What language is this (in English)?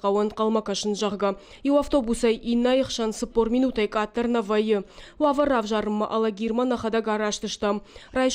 Ossetic